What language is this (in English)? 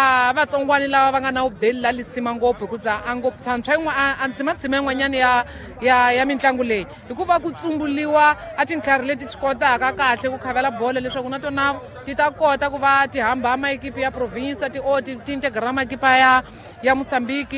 Tsonga